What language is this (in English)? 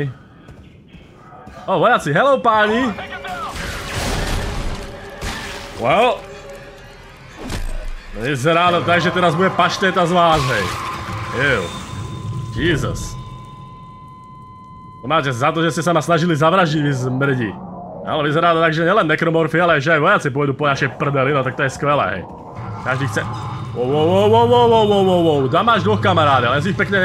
Slovak